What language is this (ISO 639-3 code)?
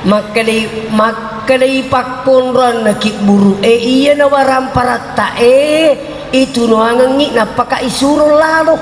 bug